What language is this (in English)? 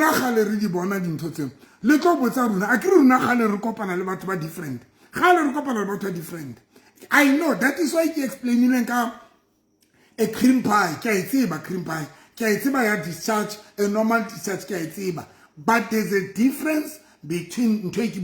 Southern Sotho